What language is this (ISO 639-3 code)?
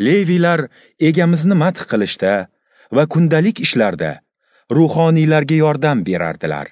uzb